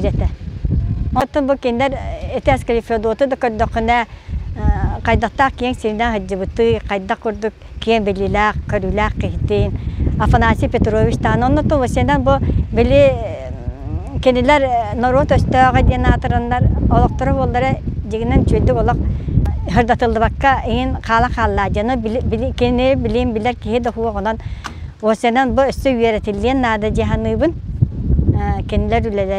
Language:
Yakut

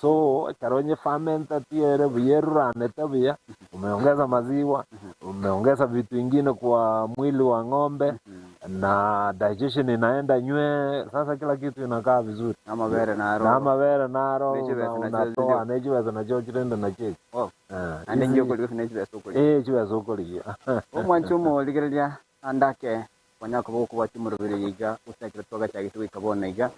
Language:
Gusii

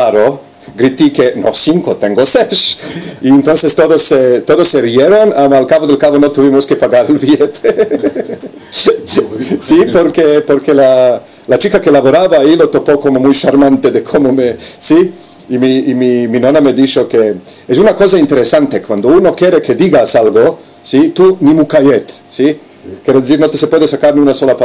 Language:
Ladino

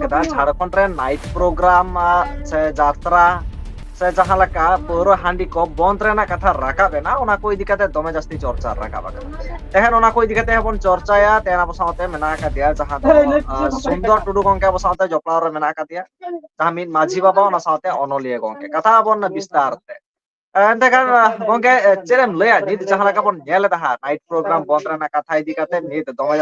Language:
Santali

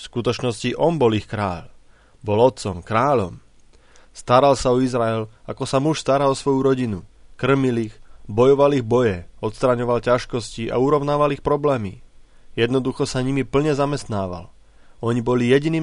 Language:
Slovak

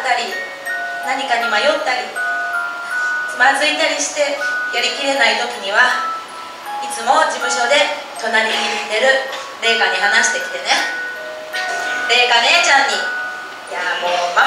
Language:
Japanese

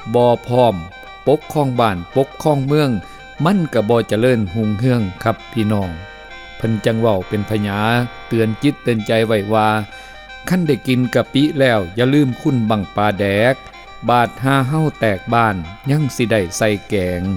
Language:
Northeastern Thai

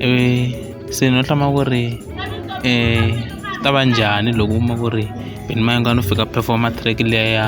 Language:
Tsonga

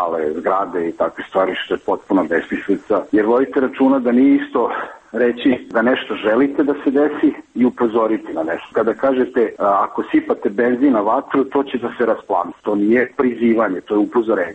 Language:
Serbian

